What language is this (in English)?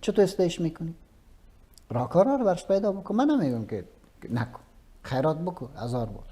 Persian